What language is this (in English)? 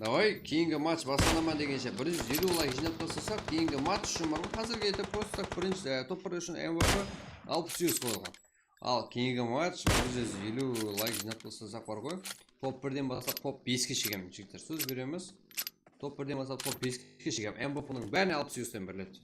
Kara-Kalpak